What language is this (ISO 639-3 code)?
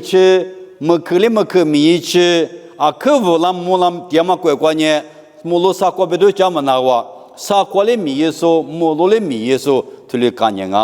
lis